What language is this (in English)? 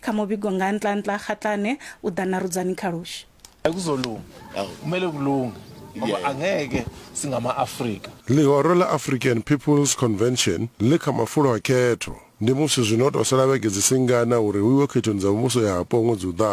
Venda